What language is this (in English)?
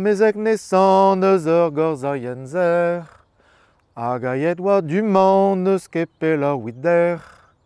Breton